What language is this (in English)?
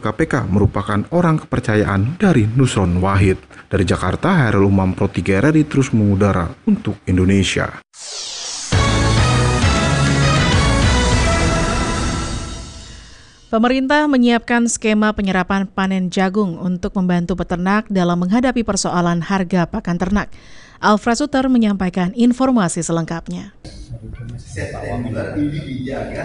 Indonesian